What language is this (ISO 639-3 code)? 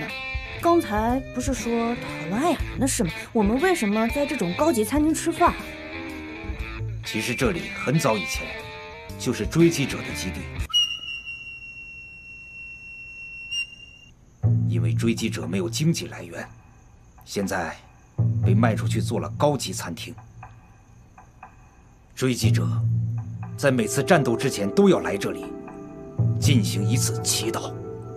zho